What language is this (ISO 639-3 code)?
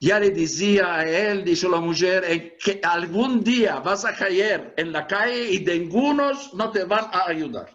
lad